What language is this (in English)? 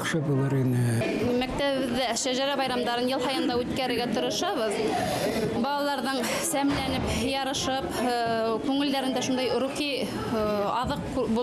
Bashkir